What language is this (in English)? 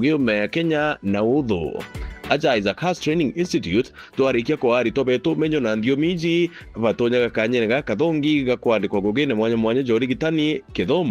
Meru